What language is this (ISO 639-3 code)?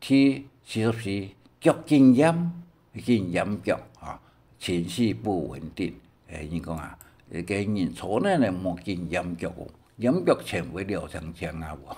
hak